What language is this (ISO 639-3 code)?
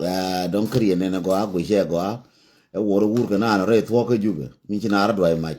nus